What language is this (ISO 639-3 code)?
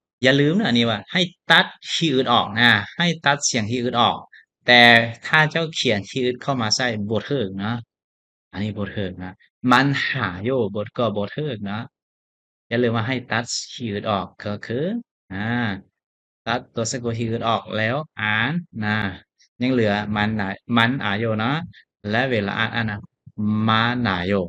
lao